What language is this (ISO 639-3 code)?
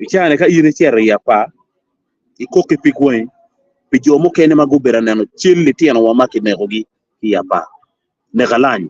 ach